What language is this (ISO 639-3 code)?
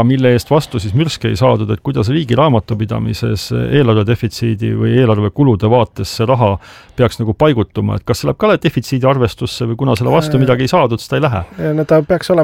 est